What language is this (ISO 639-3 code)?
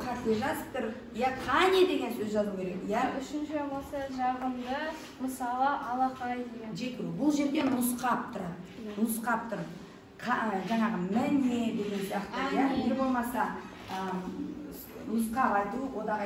kaz